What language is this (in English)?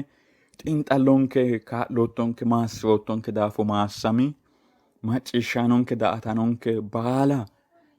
Sidamo